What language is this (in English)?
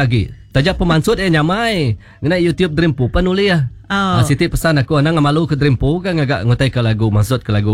Iban